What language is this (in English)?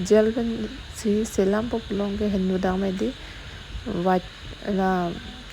Karbi